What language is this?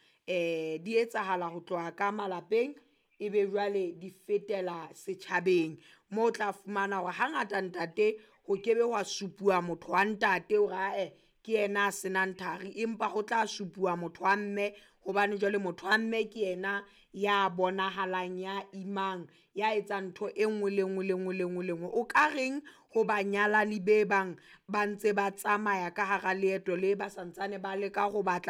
Southern Sotho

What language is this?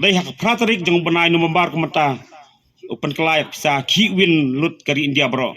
Khasi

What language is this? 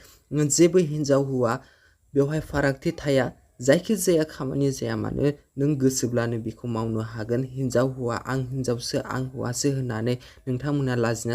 Bodo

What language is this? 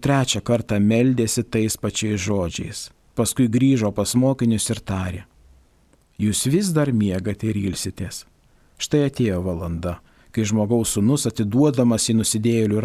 Lithuanian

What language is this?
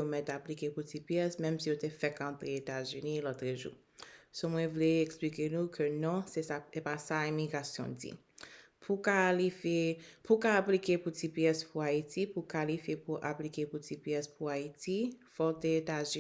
Haitian Creole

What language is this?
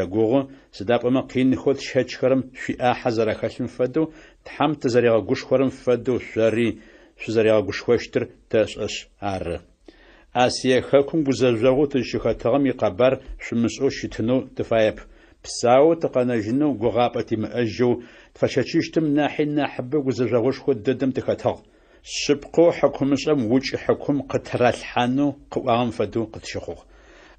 Adyghe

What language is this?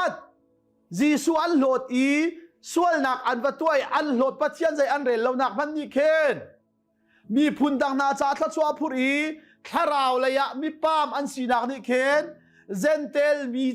Hakha Chin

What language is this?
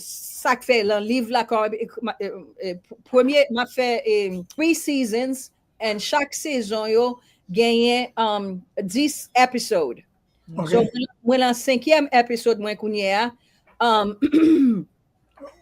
Haitian Creole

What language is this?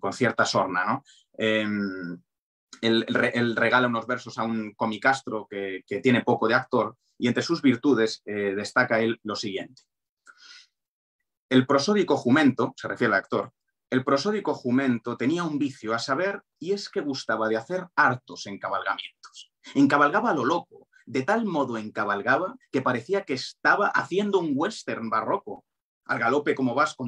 Spanish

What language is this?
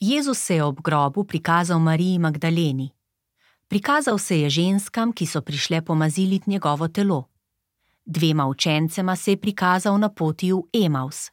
Slovenian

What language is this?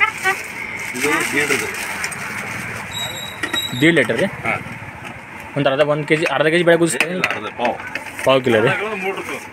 Kannada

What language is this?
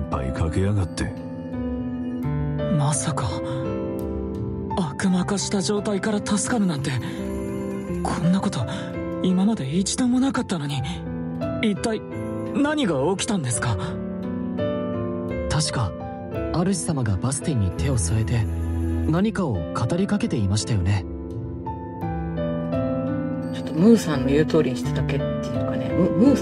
Japanese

